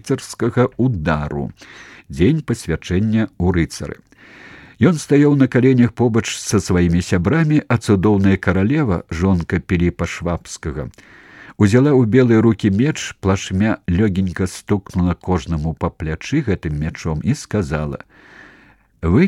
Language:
Belarusian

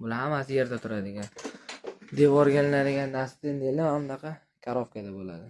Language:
Uzbek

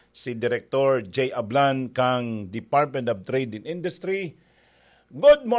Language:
Bikol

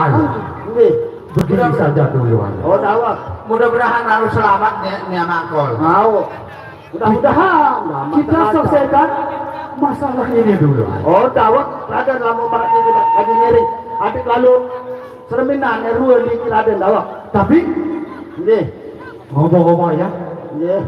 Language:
Sasak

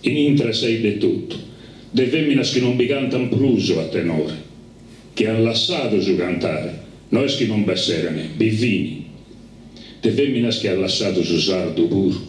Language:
Sardinian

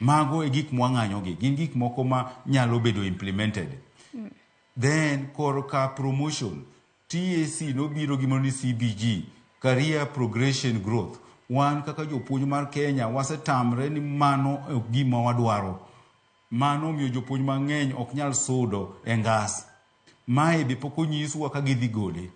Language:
Luo (Kenya and Tanzania)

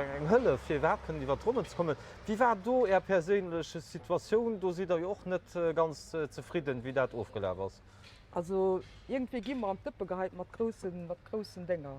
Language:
Luxembourgish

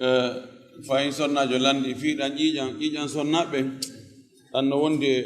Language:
Fula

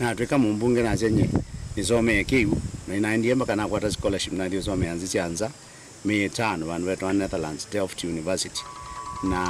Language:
Kamba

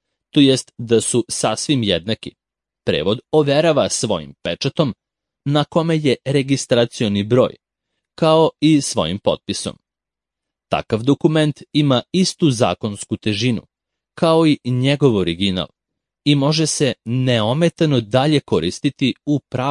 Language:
Serbian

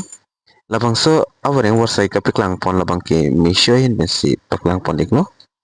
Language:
Karbi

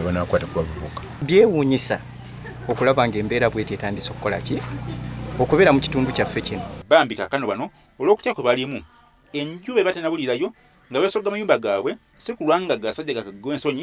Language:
Ganda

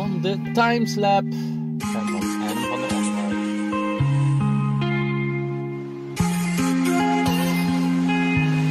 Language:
Dutch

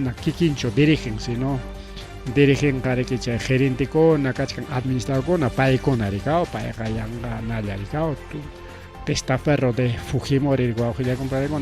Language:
Ayacucho Quechua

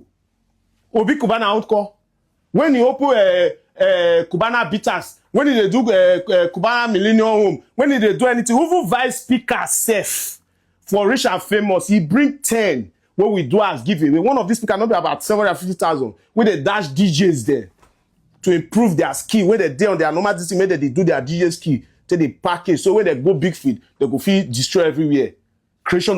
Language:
Nigerian Pidgin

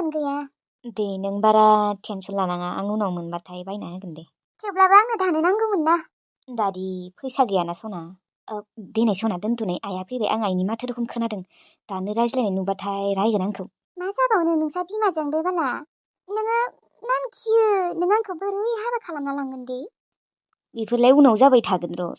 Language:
Bodo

